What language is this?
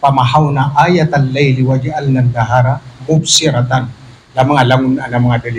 Maranao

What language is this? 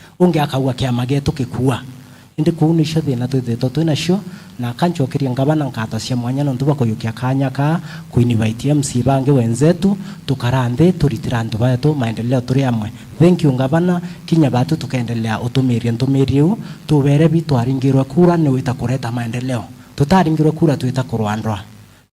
Meru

